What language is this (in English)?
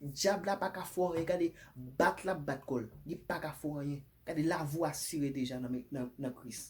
Haitian Creole